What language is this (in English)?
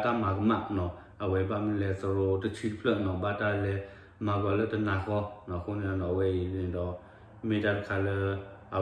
S'gaw Karen